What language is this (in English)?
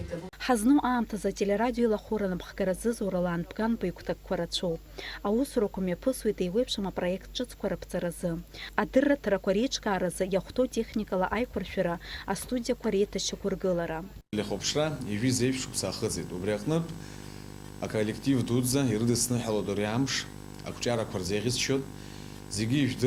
Abkhazian